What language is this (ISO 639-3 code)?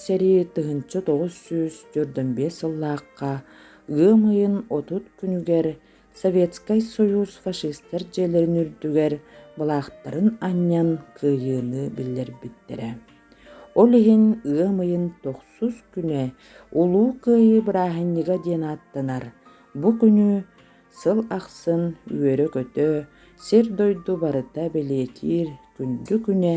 sah